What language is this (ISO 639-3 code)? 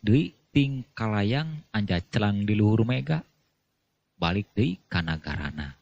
sun